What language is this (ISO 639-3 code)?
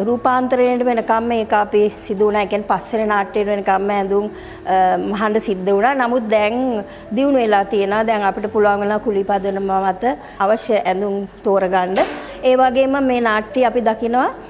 sin